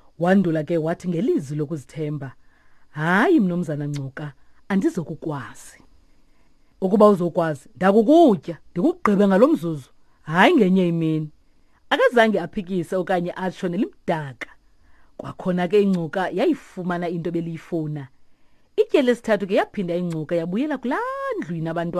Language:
Xhosa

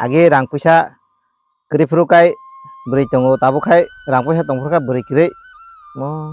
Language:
Kok Borok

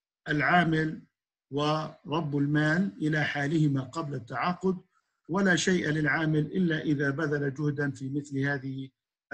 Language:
Arabic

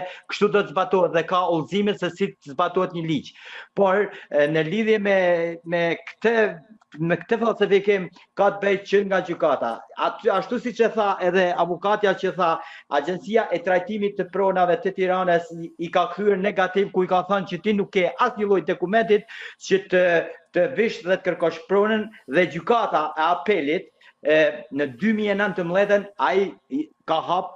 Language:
Albanian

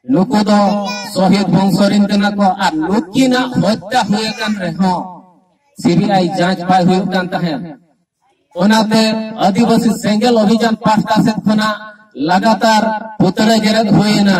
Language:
Santali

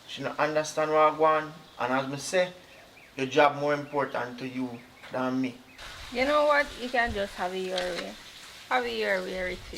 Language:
Jamaican Creole English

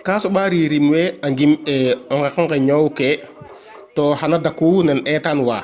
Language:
Serer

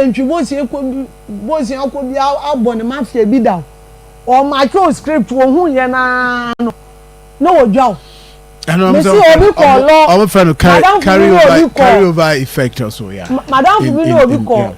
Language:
Akan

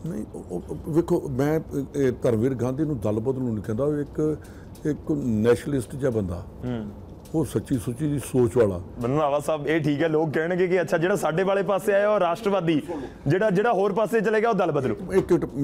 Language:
Punjabi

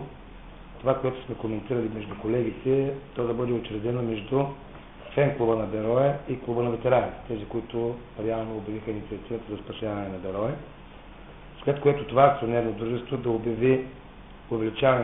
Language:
Bulgarian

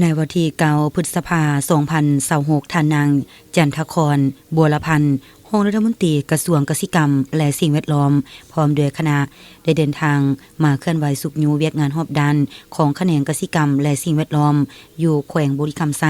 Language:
Lao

